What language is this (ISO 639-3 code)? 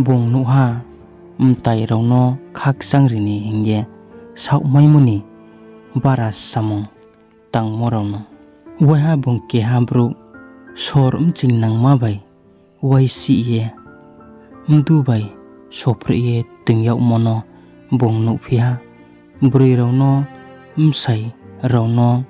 ria